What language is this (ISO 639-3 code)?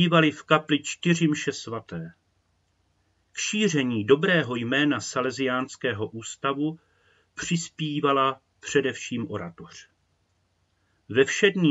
ces